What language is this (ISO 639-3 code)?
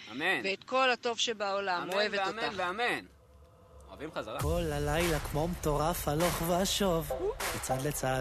heb